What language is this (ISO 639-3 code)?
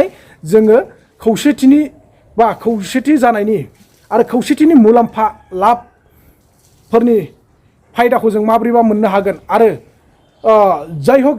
brx